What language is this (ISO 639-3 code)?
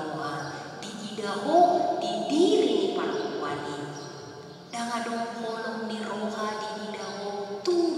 bbc